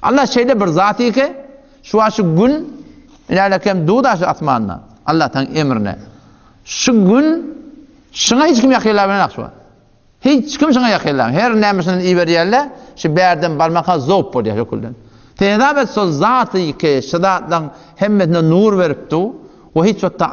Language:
Turkmen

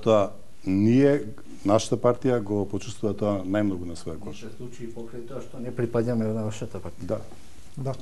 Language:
Macedonian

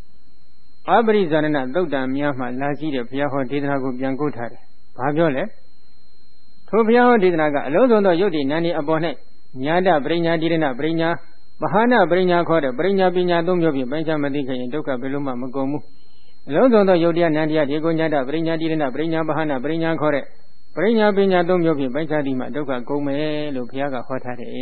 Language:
Burmese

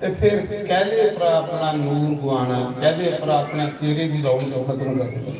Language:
Dogri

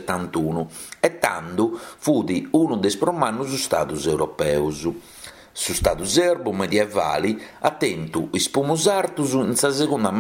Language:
Sardinian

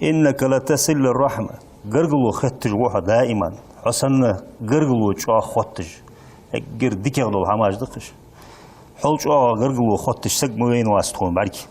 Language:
Ingush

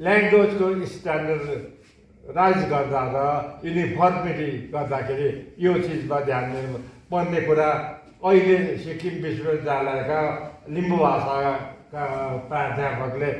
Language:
Nepali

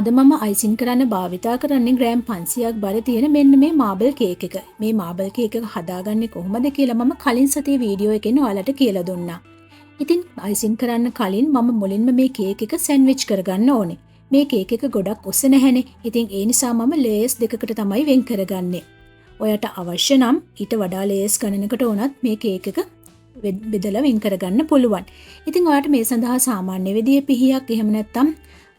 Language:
Sinhala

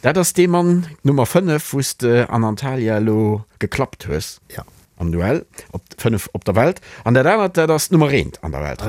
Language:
Luxembourgish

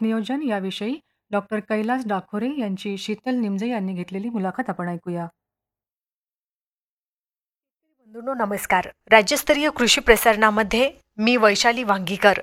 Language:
Marathi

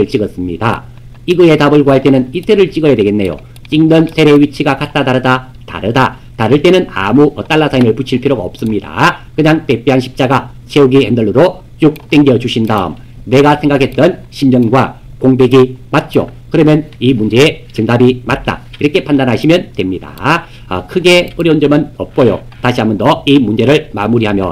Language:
Korean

